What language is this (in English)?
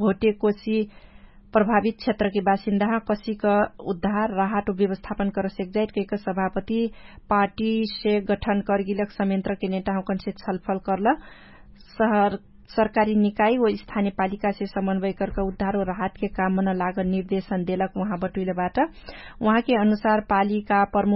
Dangaura Tharu